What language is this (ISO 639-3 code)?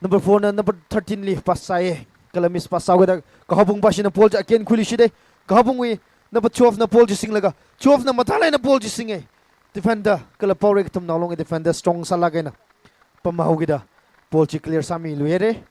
nmf